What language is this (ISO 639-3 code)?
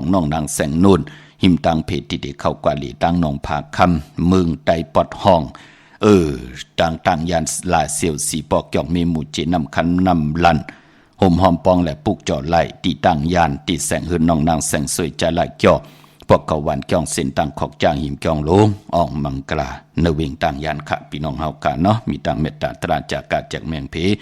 shn